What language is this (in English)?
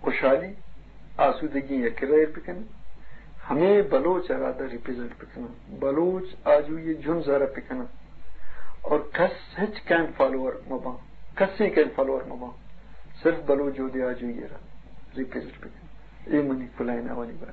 Eastern Balochi